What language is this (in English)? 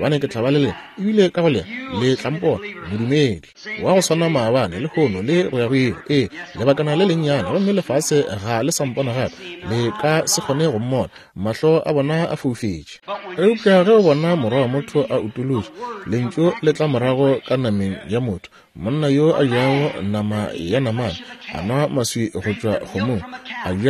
Northern Sotho